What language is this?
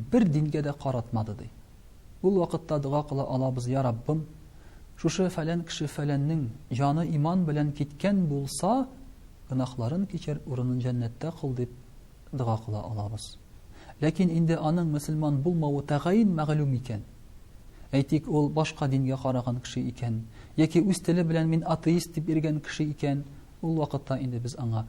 Tatar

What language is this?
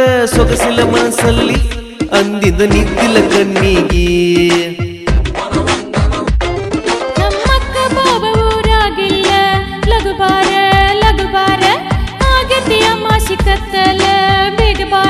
Kannada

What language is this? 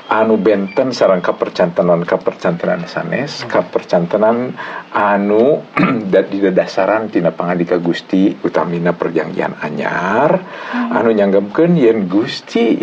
Sundanese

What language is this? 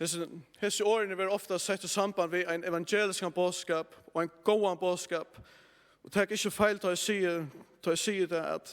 Faroese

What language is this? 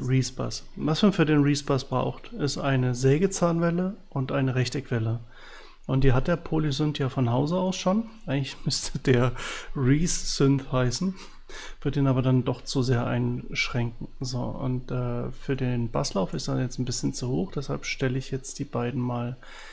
German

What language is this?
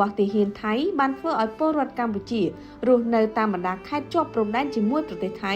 Khmer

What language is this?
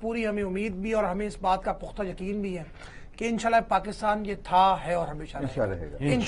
Urdu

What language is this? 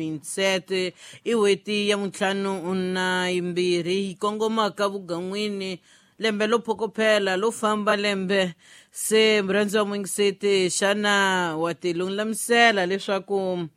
Tsonga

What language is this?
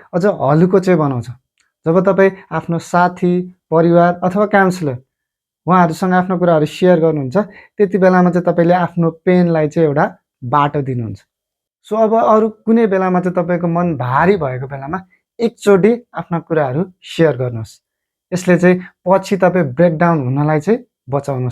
Nepali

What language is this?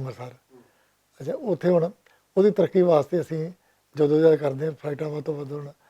Western Panjabi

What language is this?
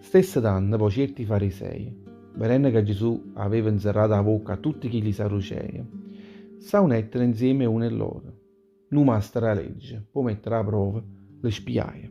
Neapolitan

